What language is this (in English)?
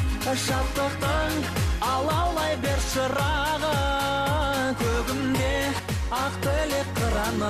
Kazakh